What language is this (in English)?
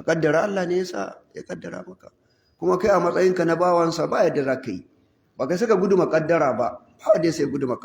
Hausa